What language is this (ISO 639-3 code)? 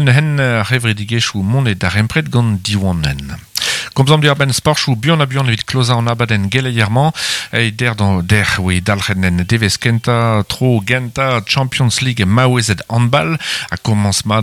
bre